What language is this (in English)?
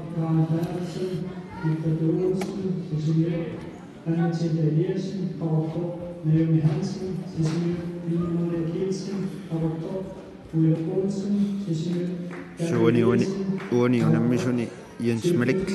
Kalaallisut